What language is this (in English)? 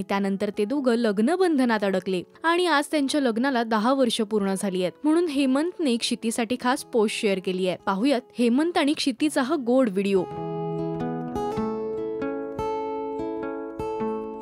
Marathi